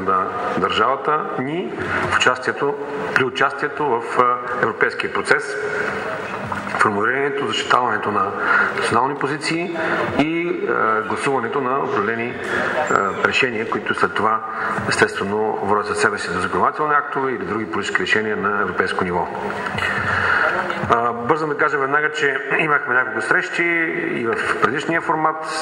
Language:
Bulgarian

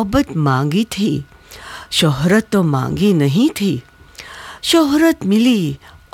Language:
Urdu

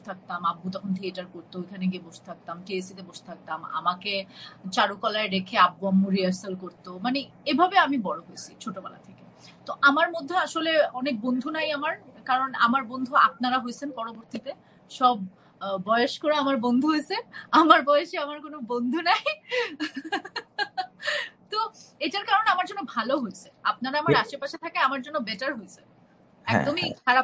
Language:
Bangla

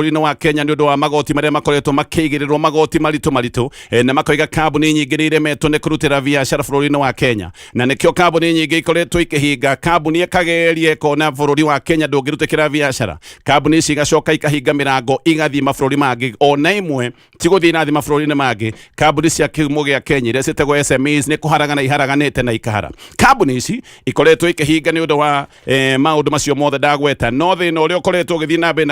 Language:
Kikuyu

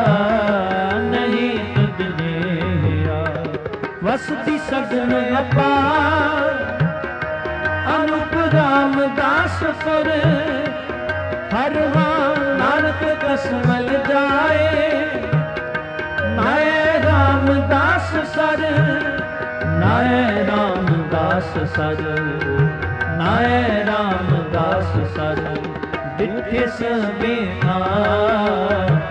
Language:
Punjabi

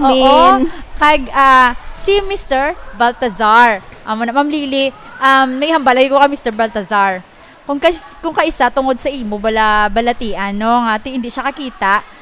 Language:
Hiligaynon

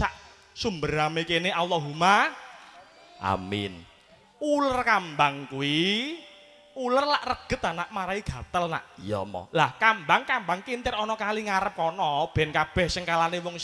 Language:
Javanese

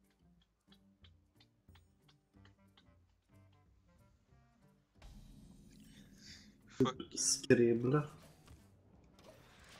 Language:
Swedish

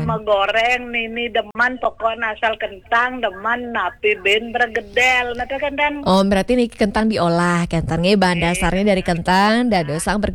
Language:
Balinese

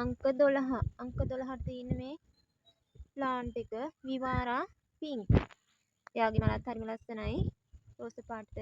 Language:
Sinhala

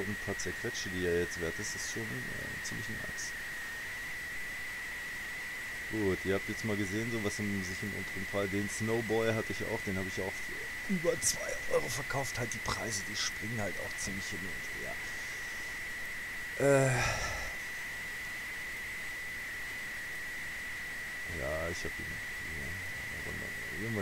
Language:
German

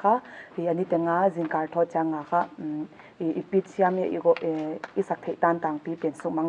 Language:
Paite Chin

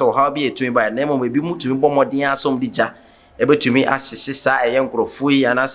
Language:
Akan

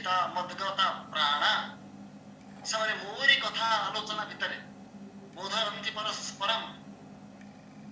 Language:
Odia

